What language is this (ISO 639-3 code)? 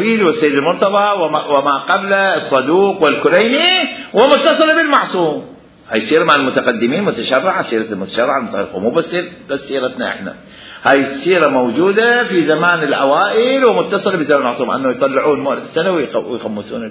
acm